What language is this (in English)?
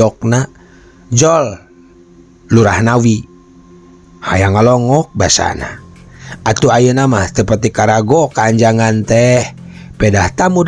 Sundanese